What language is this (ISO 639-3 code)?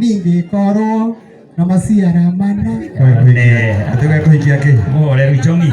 kik